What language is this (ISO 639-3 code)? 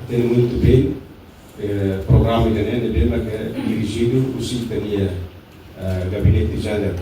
tet